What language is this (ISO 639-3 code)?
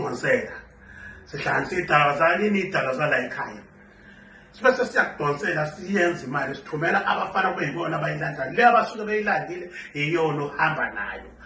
zul